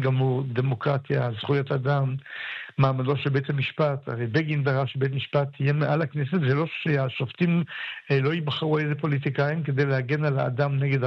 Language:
Hebrew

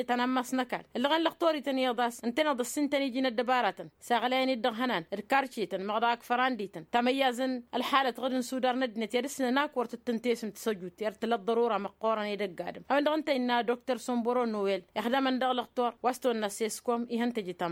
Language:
Tamasheq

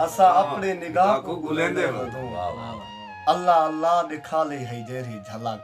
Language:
Saraiki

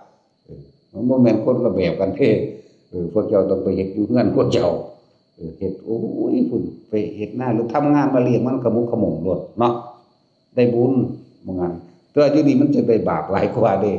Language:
Northeastern Thai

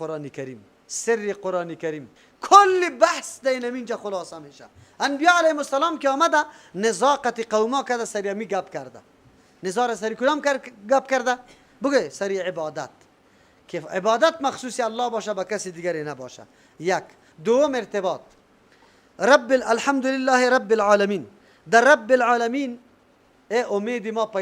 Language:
Persian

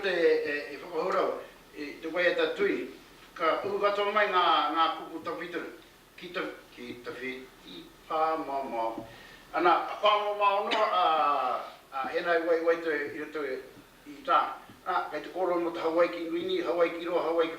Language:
Māori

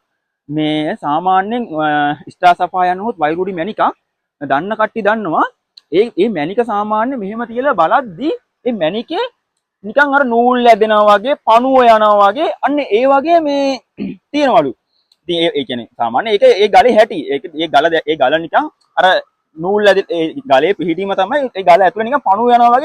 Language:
Sinhala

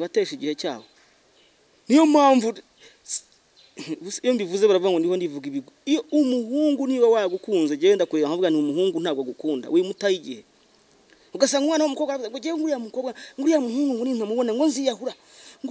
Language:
Kinyarwanda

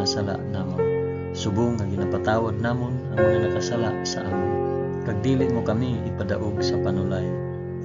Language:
Hiligaynon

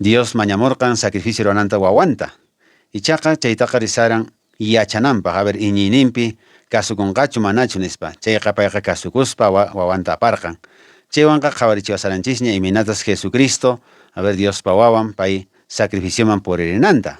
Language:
Quechua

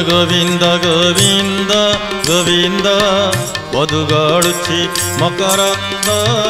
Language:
Odia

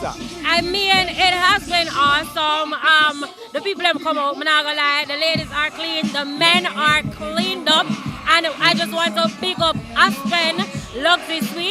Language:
Jamaican Creole English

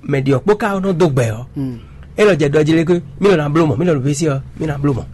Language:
Fon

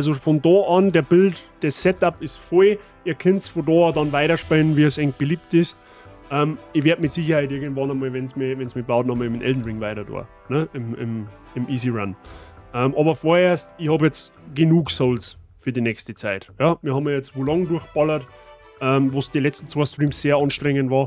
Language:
Bavarian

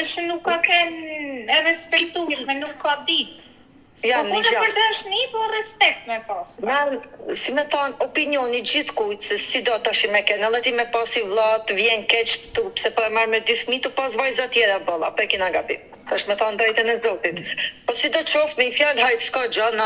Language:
Albanian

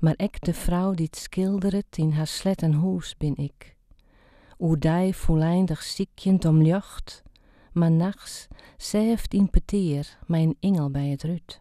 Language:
Western Frisian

